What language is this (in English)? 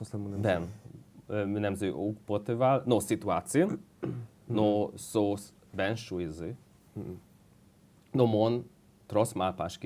Udmurt